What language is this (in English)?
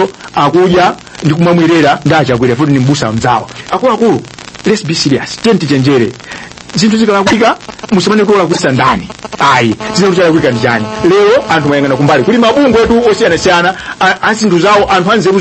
Nyanja